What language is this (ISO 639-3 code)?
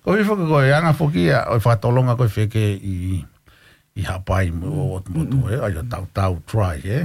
ton